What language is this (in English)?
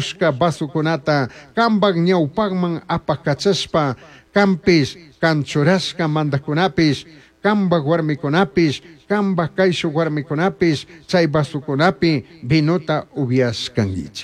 Chimborazo Highland Quichua